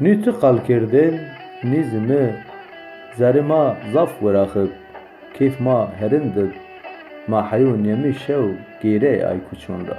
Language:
Zaza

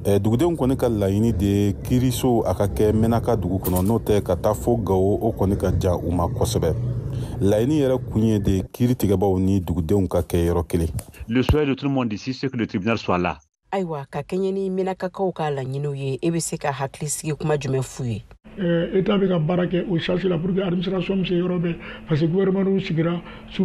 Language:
Bambara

